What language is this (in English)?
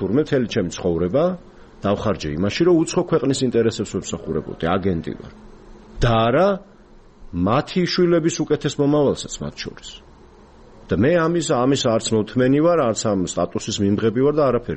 Georgian